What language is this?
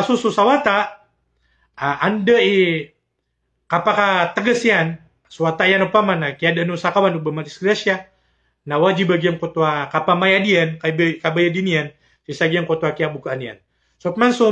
Maranao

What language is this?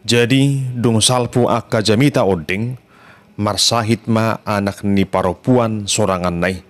Batak Toba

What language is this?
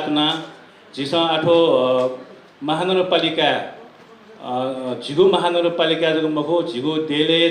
Newari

